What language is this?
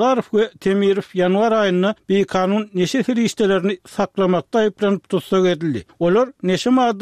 Turkmen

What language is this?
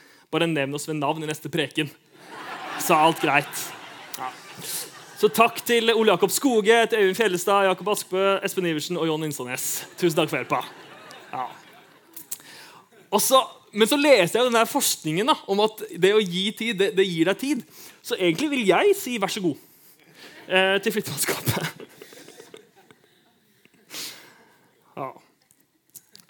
Norwegian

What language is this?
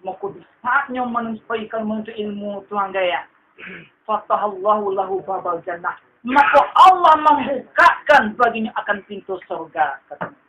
Minangkabau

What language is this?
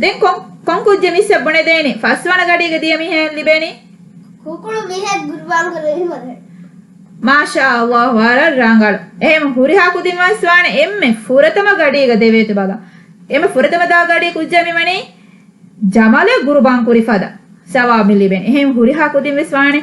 Divehi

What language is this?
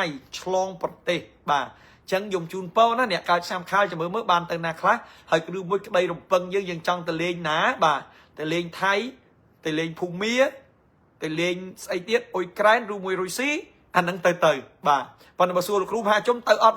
Khmer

